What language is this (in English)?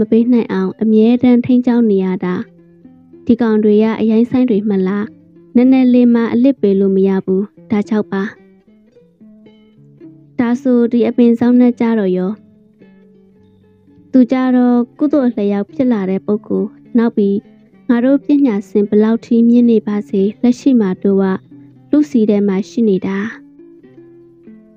Burmese